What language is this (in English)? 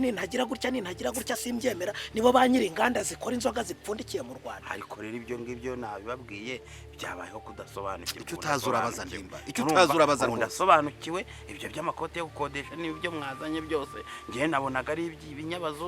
Kinyarwanda